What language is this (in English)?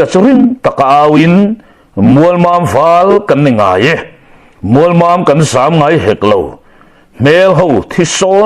Mizo